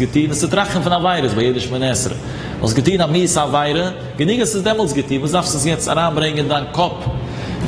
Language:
Yiddish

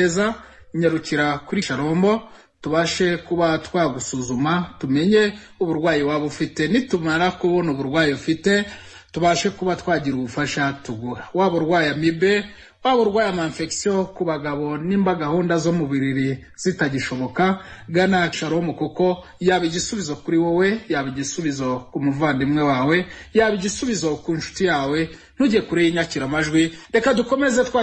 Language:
Kinyarwanda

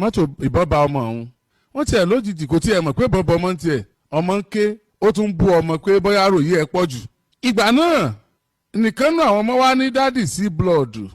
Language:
Yoruba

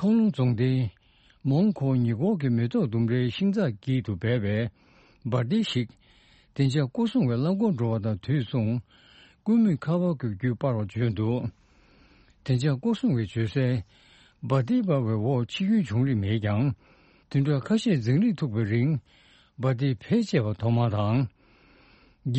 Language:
Tibetan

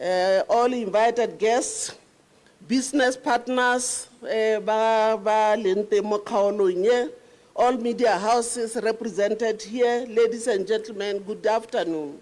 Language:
Tswana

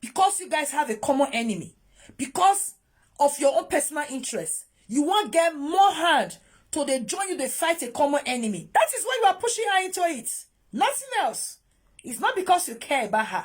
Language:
Nigerian Pidgin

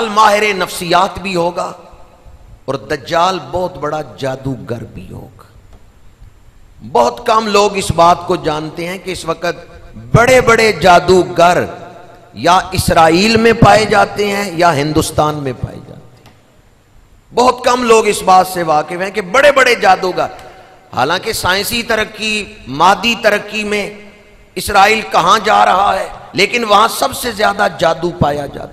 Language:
Urdu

